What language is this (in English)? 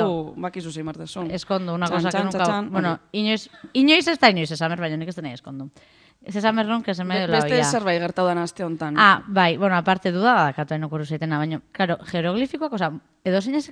Basque